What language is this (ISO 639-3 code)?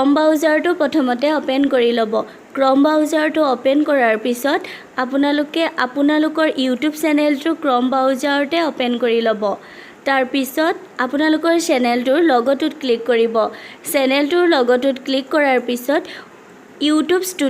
asm